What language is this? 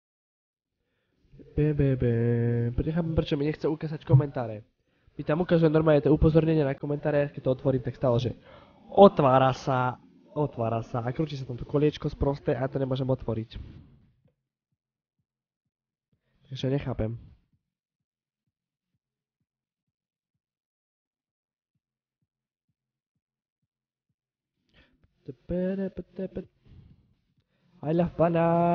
Slovak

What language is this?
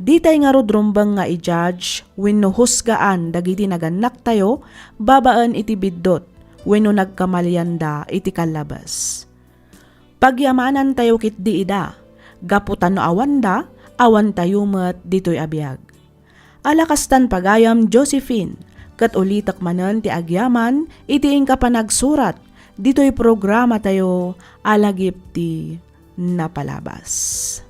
Iloko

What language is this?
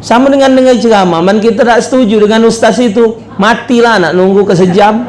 Musi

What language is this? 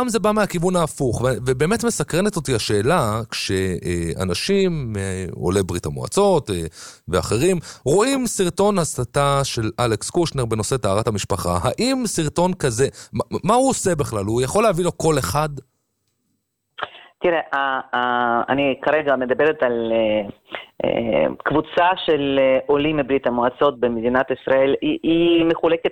Hebrew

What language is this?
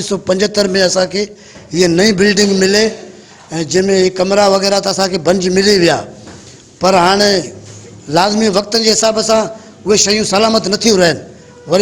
Sindhi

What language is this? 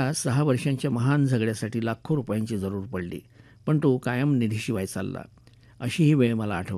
Marathi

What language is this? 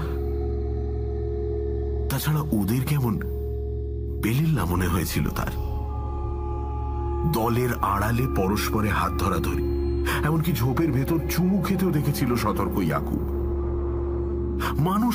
Bangla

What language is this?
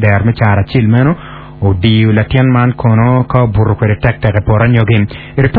Acoli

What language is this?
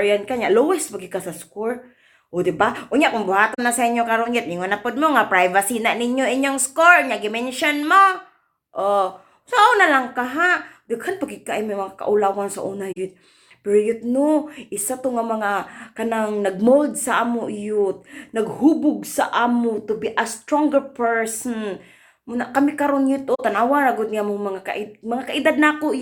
Cebuano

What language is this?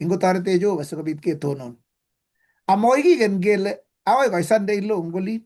Kalenjin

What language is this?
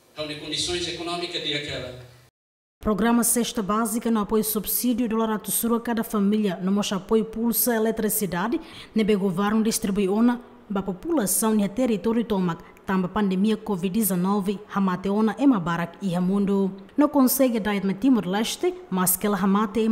Tetum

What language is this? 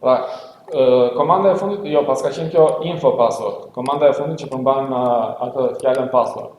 Albanian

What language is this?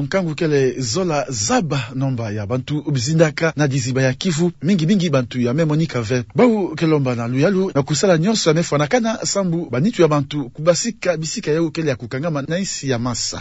Kituba (Democratic Republic of Congo)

